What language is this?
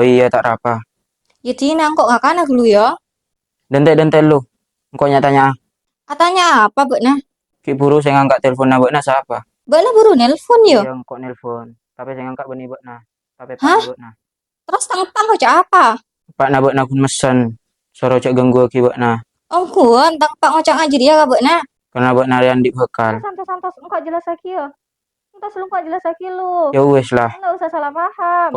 Madurese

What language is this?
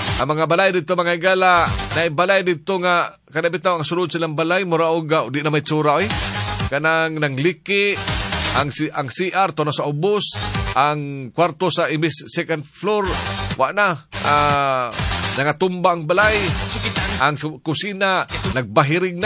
Cebuano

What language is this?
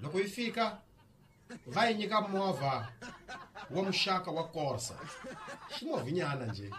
Tsonga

